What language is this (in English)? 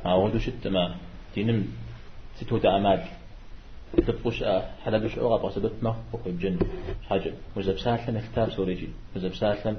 Kabardian